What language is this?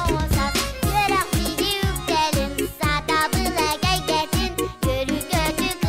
Yakut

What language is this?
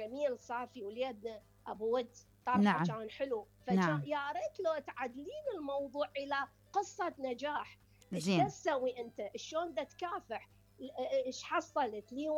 Mesopotamian Arabic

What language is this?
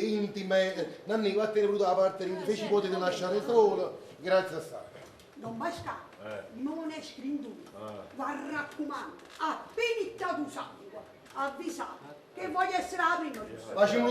Neapolitan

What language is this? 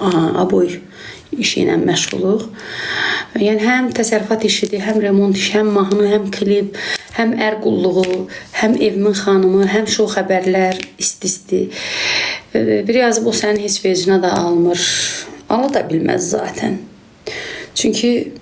Azerbaijani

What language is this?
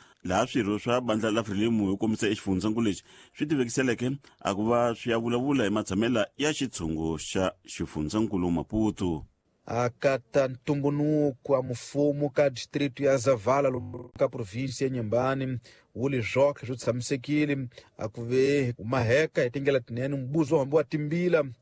Tsonga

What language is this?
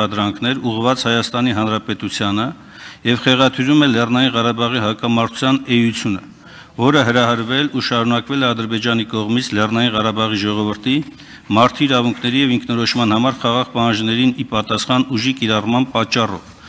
Armenian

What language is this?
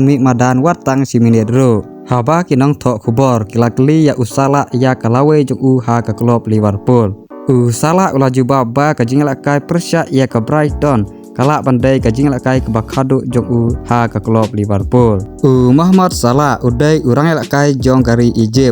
Khasi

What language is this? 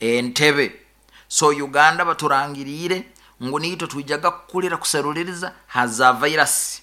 Nyoro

